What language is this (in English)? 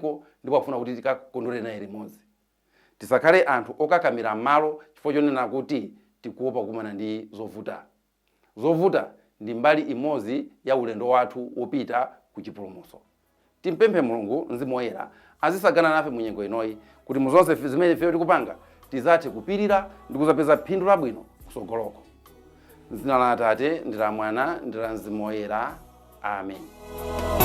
Nyanja